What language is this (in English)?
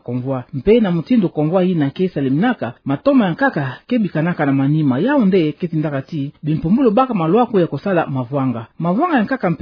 Kituba (Democratic Republic of Congo)